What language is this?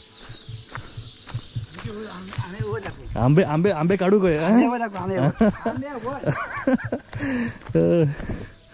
Marathi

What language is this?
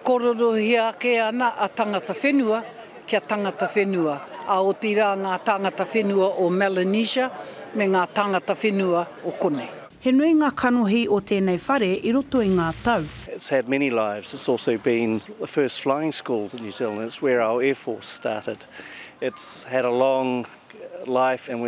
Māori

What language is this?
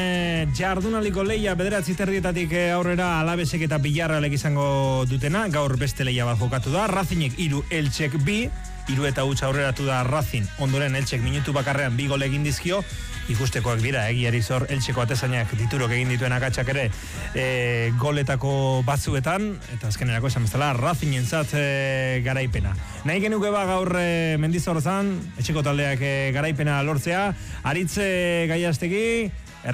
Basque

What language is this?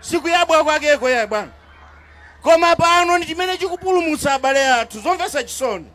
Nyanja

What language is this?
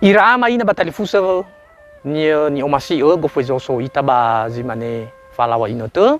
Nias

